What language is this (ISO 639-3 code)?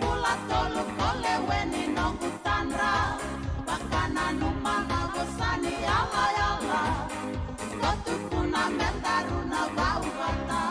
fij